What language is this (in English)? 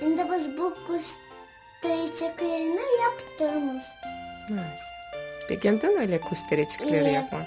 Crimean Tatar